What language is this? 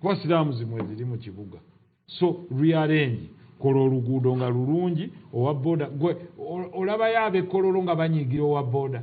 Ganda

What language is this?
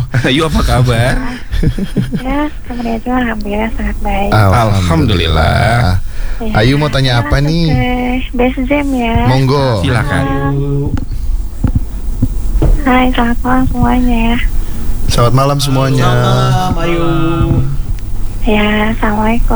Indonesian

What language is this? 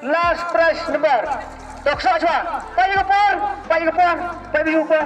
Khasi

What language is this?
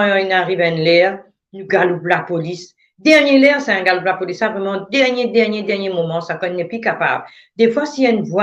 Morisyen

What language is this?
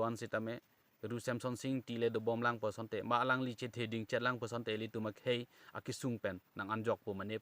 Karbi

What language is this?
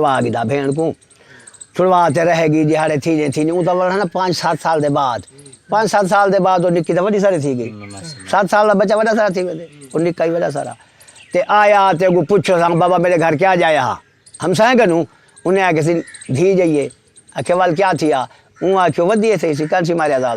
Saraiki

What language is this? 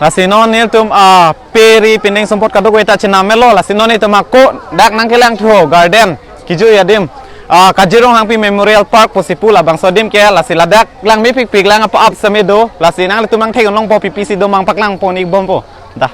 Karbi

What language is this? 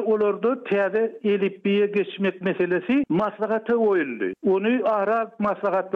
Turkmen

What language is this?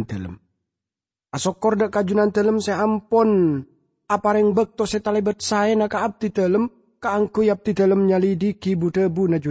Madurese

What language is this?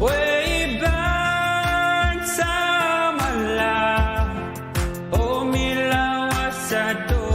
Pohnpeian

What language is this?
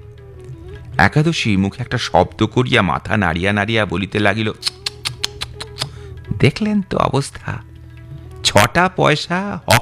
Bangla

